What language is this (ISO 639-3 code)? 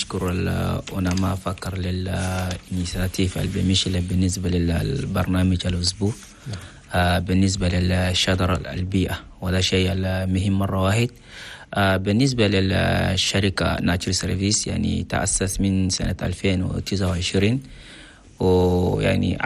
shu